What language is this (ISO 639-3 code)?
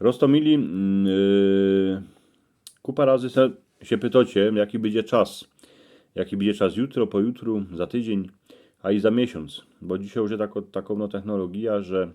szl